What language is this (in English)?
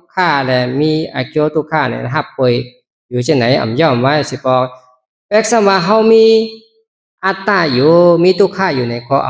Shan